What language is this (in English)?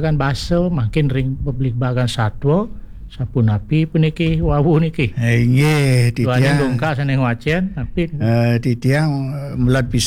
Balinese